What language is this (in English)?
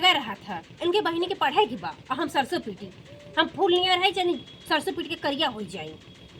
Awadhi